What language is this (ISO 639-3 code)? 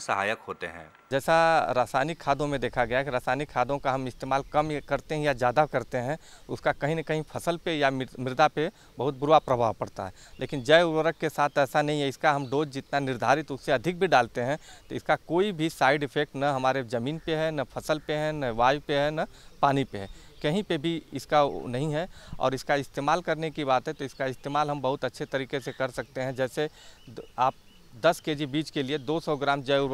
hin